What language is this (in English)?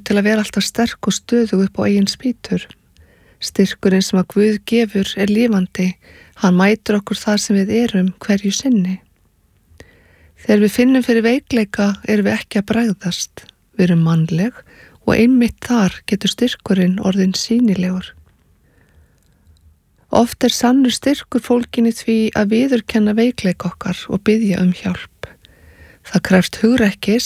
Icelandic